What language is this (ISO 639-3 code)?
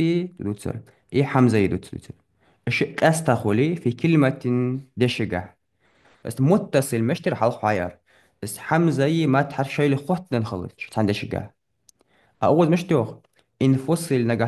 inh